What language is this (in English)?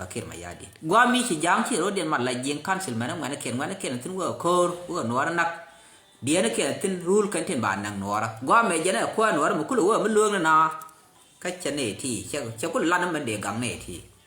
Nuer